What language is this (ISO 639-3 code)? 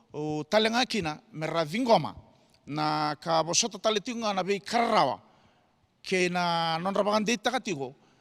fij